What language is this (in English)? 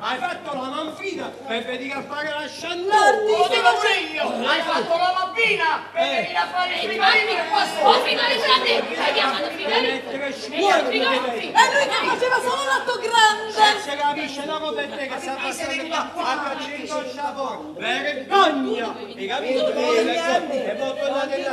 Neapolitan